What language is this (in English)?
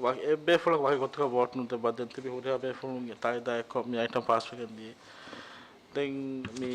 Divehi